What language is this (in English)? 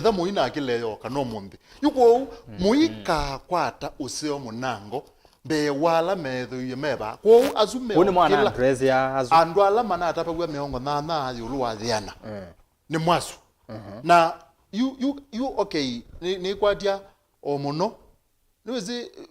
Kamba